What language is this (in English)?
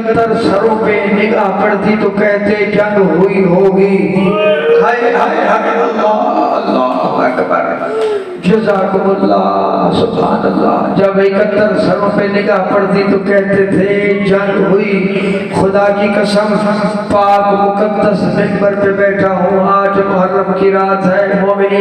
Urdu